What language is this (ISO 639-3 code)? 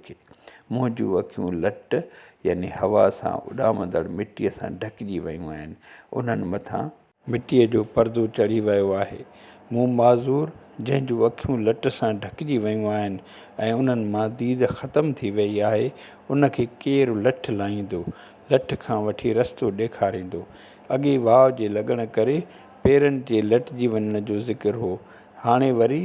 snd